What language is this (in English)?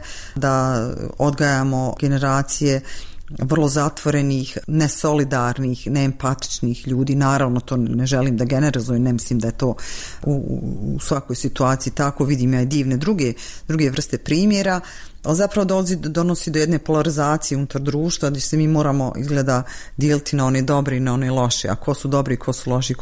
Bosnian